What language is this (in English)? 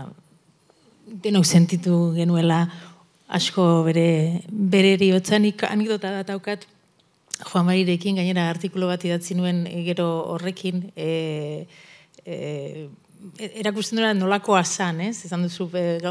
Basque